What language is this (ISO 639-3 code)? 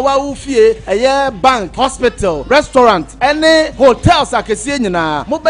aka